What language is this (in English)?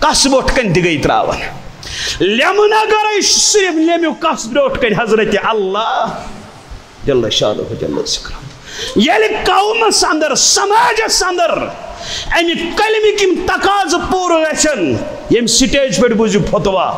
Kashmiri